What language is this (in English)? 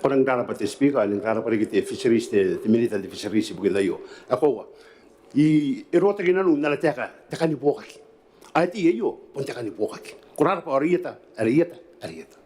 Gilbertese